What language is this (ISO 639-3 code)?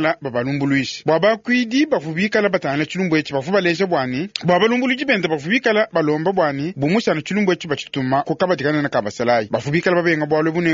lua